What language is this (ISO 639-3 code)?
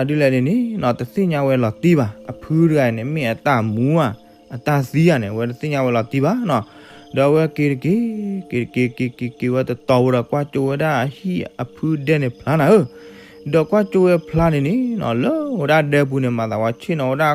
ksw